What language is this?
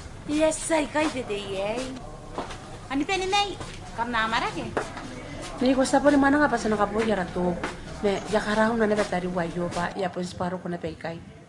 Gilbertese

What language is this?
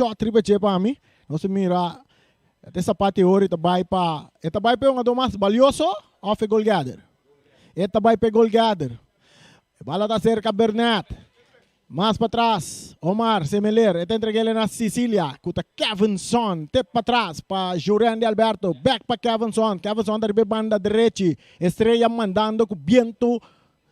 Papiamento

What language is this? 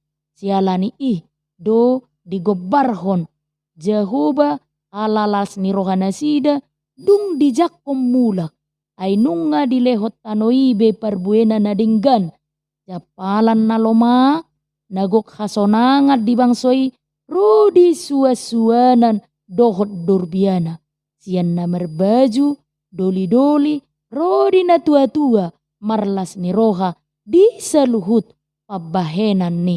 Batak Toba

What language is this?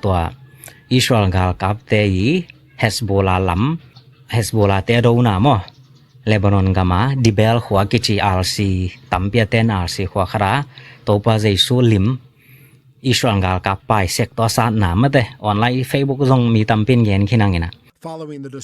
Tedim Chin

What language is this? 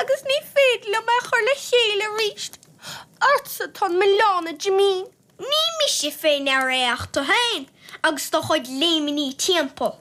Irish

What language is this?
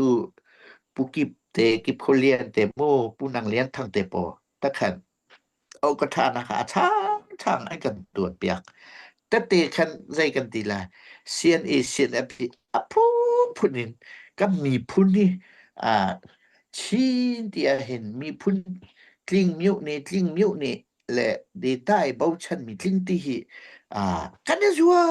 Hakha Chin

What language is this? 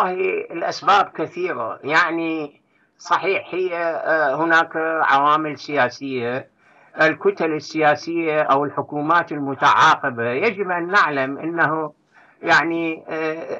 Arabic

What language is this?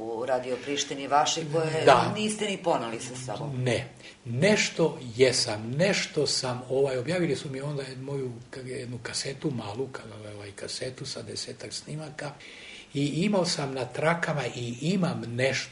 Serbian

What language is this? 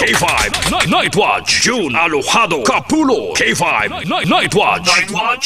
Hiligaynon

